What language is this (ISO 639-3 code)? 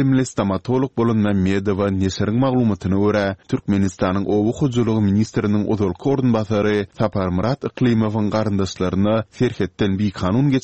tuk